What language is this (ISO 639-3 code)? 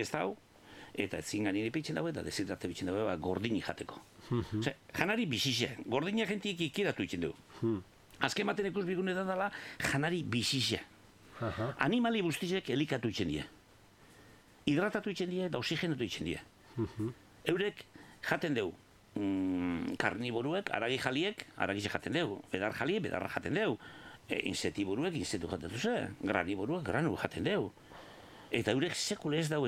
eus